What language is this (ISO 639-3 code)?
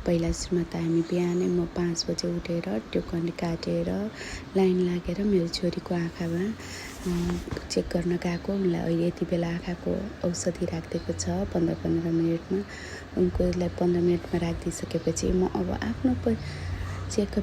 nep